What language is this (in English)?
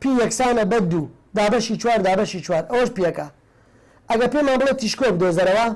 Central Kurdish